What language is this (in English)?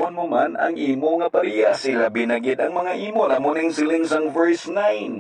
Hiligaynon